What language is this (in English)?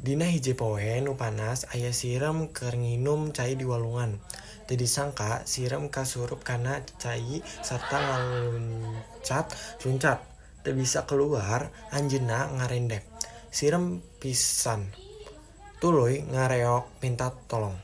Sundanese